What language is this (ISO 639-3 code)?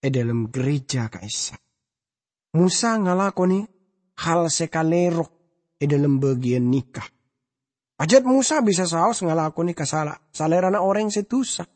mad